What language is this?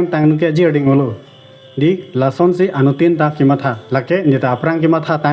Karbi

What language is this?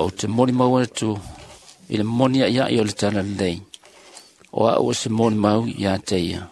Samoan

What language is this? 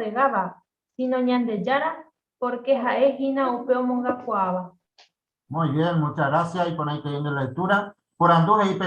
Guarani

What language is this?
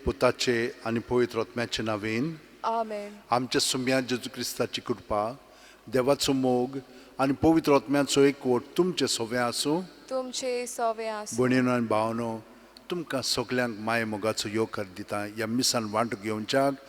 Konkani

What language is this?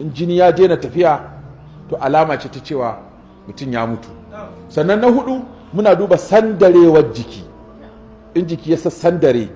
Hausa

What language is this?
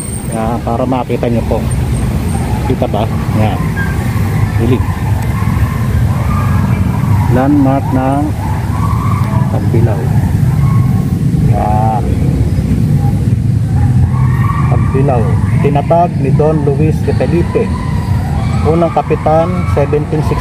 Filipino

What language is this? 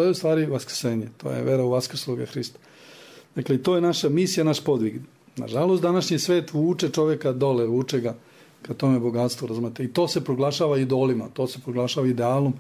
Serbian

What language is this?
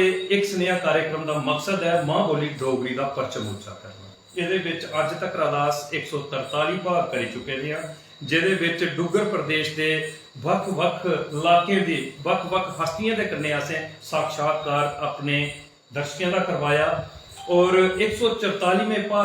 Dogri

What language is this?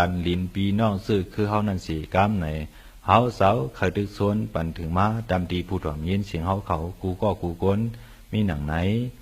Shan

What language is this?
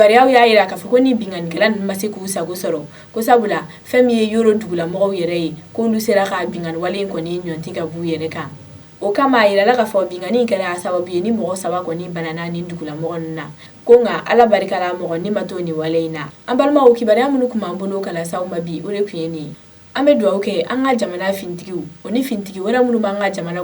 Bambara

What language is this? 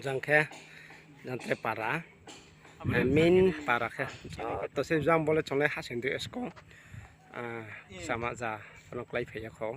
Riang (India)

